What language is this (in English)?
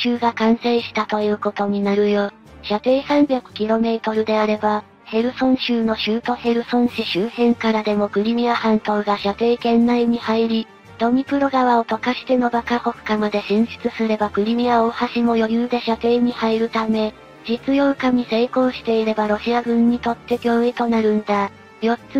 Japanese